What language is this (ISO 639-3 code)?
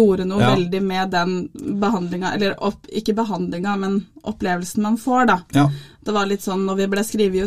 nor